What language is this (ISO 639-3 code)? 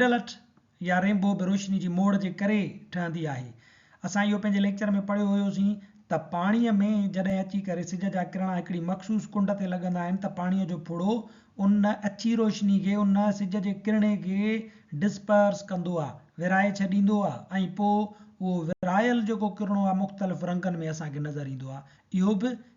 snd